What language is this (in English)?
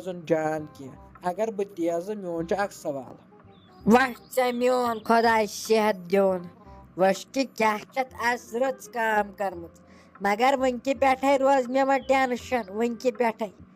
Kashmiri